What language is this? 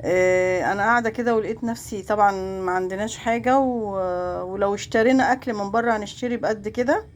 Egyptian Arabic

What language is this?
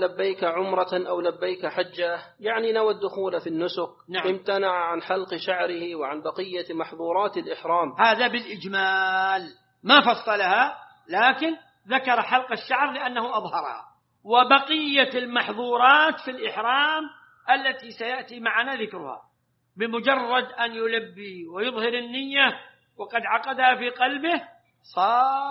Arabic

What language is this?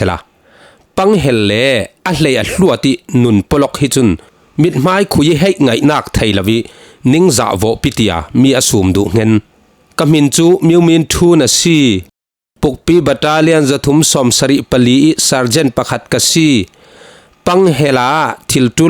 Falam Chin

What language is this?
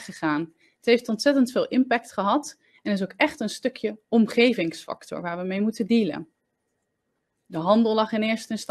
Dutch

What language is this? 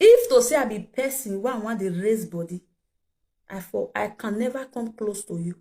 Nigerian Pidgin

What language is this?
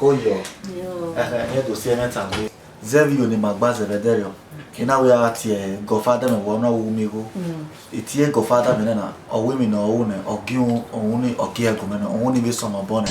Bini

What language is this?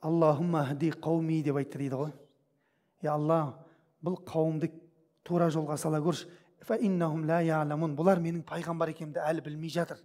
Kazakh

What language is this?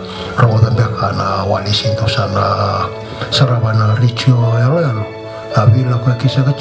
Fijian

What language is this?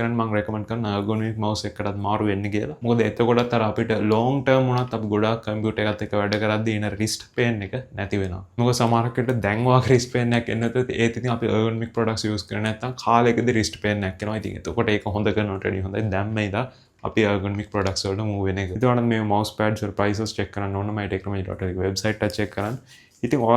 Sinhala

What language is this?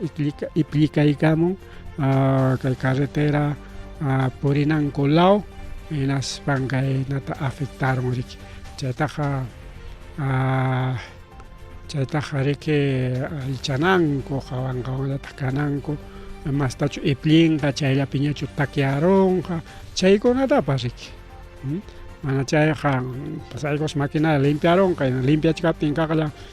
Ayacucho Quechua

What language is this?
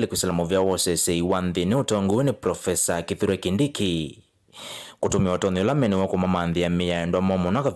Kamba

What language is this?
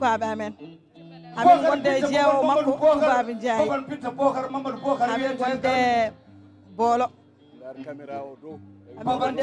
Fula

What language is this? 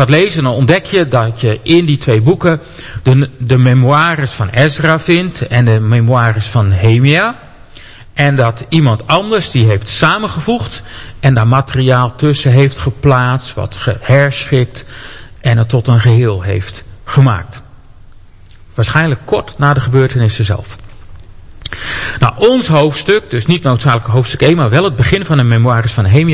Dutch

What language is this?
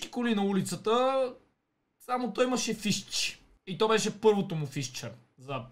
Bulgarian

